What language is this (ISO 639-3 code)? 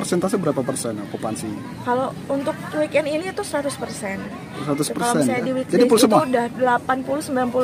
ind